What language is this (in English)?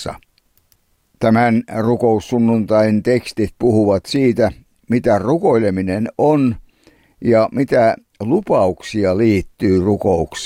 Finnish